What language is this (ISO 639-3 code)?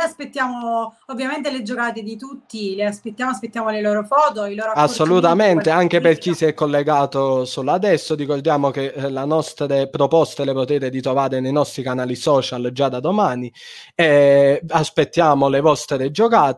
ita